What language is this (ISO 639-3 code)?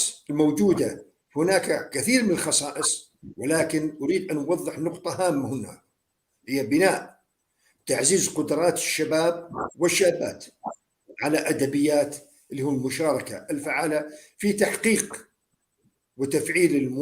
apc